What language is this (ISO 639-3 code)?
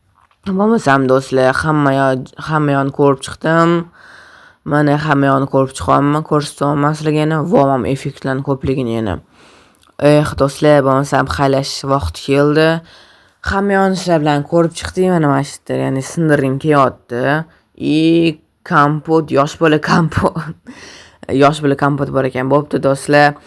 uzb